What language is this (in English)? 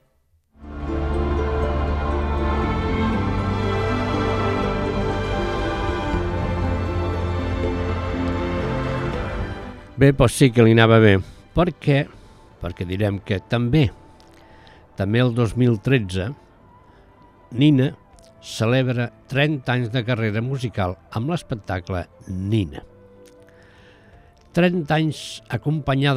Catalan